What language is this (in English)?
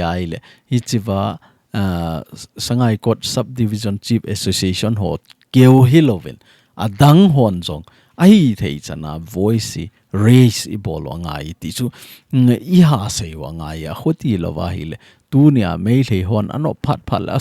Thado Chin